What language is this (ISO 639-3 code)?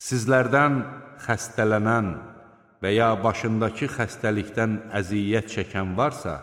aze